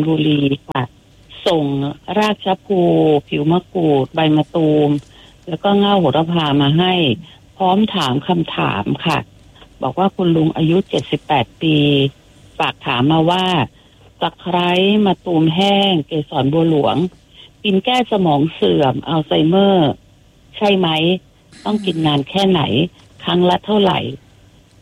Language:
Thai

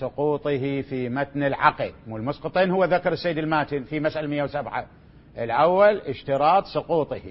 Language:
Mesopotamian Arabic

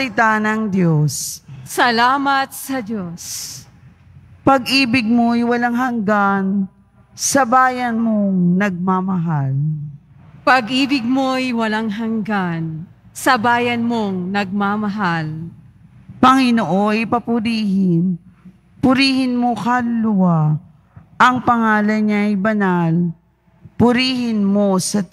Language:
Filipino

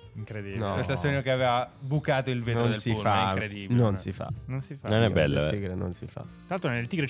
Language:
Italian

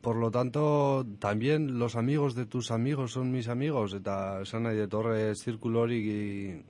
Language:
Basque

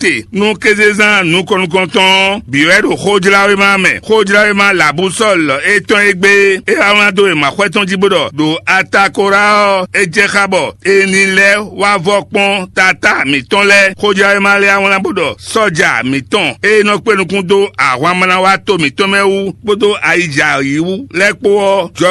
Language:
Fon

